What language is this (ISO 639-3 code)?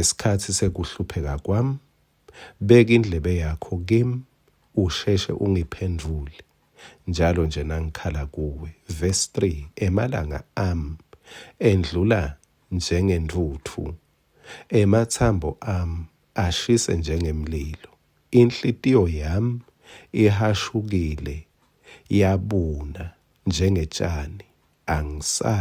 ssw